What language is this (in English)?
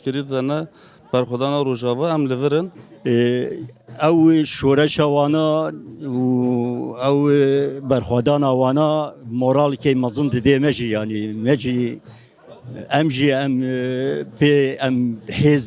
Kurdish